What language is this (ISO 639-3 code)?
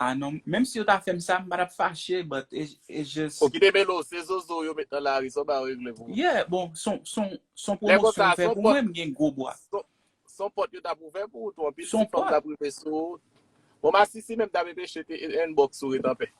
hat